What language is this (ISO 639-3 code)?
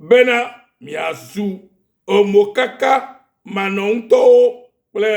ewe